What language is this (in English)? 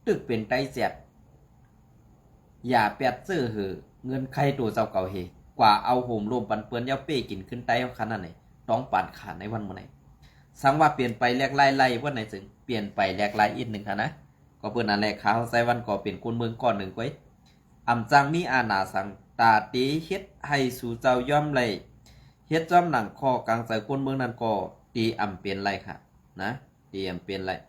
Shan